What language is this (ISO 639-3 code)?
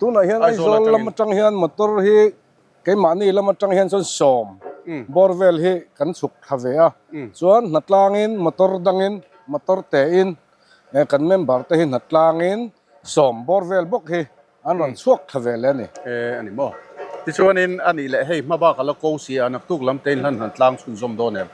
lus